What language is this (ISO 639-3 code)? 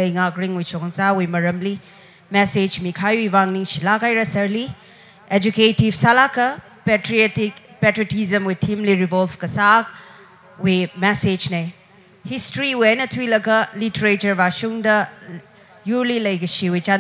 nmf